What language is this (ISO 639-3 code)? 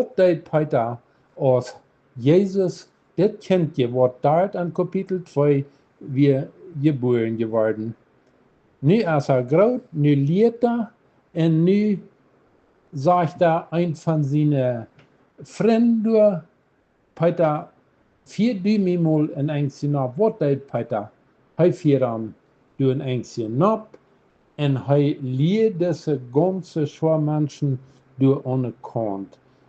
pdt